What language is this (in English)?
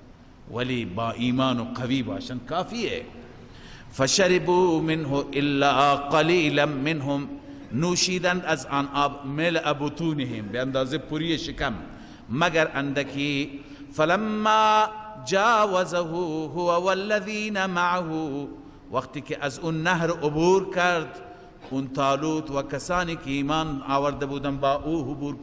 Persian